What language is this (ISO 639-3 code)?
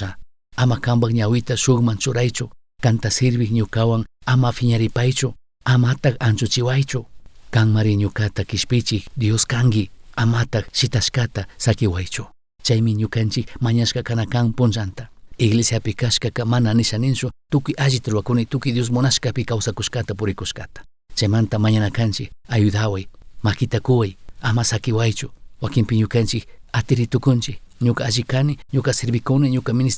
qug